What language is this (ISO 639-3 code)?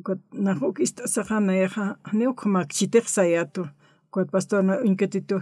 aym